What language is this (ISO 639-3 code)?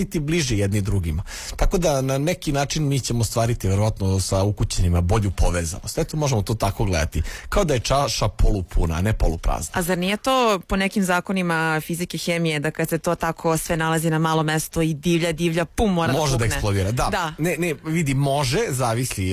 srp